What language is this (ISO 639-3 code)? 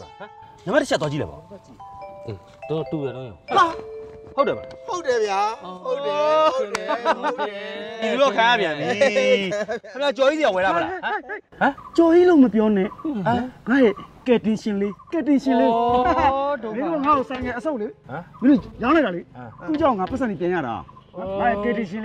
mya